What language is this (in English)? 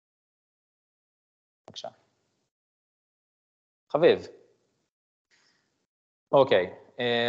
Hebrew